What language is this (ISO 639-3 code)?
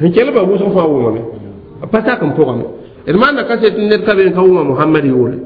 mos